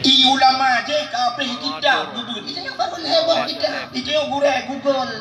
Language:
Achinese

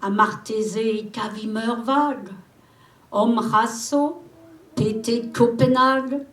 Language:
Breton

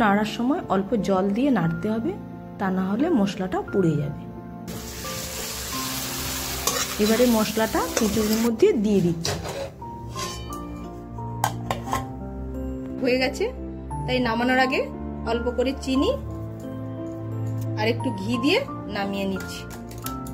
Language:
Bangla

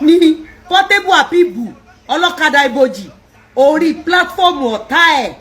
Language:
Yoruba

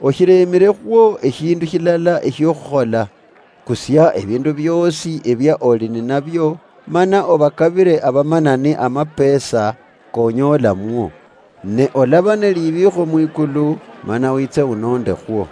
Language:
Luyia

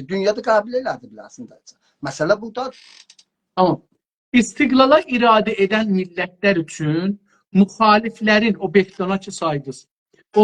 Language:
South Azerbaijani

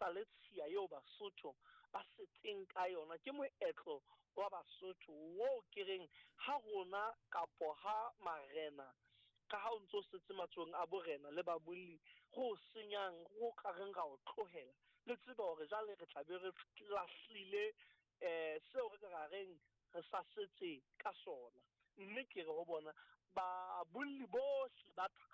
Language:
Southern Sotho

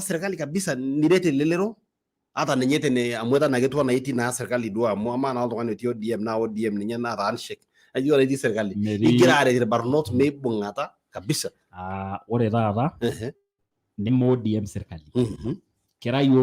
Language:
Masai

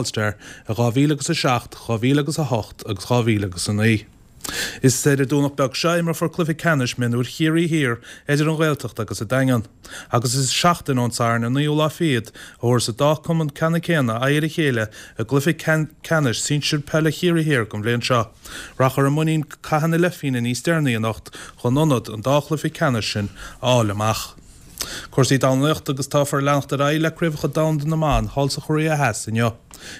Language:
Irish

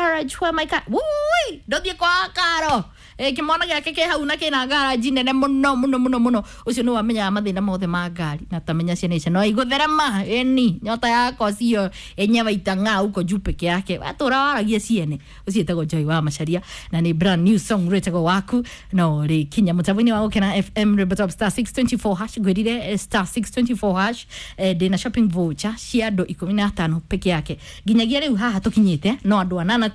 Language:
Kikuyu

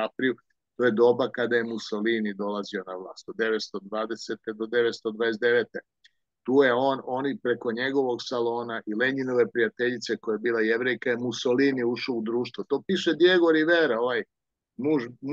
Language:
Serbian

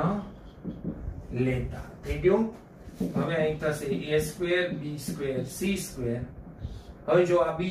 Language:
Gujarati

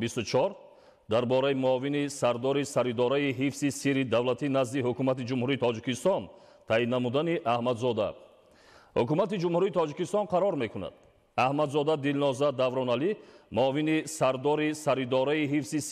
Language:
Tajik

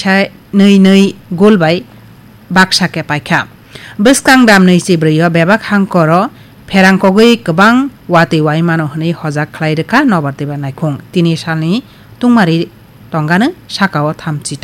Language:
Kok Borok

